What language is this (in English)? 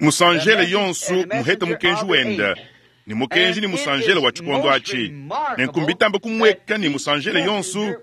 Luba-Lulua